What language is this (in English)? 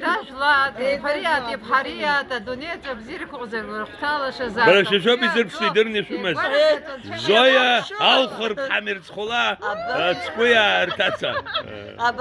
Abkhazian